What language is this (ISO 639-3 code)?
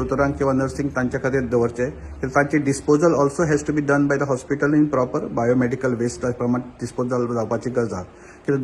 kok